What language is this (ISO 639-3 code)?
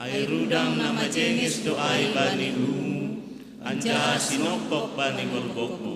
bts